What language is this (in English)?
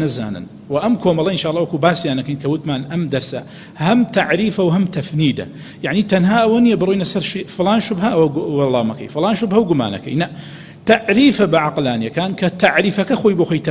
Central Kurdish